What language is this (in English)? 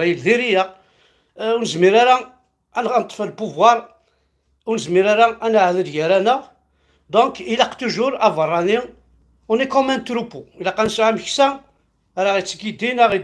Kabyle